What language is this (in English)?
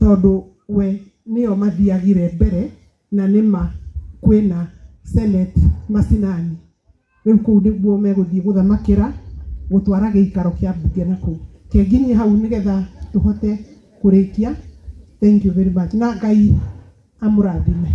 Kikuyu